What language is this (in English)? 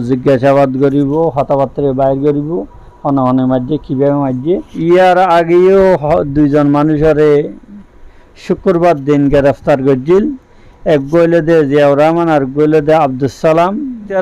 Rohingya